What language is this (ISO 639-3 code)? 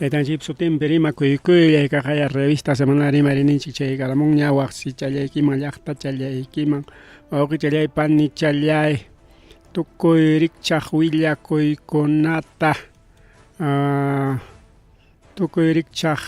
quy